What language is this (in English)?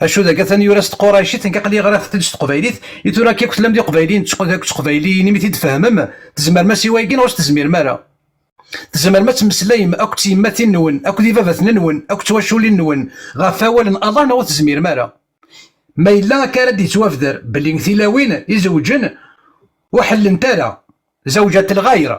Kabyle